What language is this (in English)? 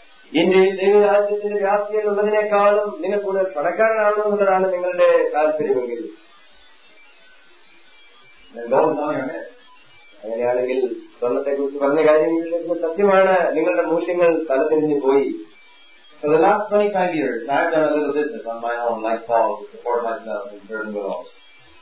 Malayalam